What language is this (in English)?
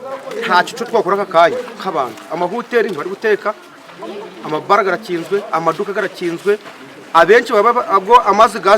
Nyankole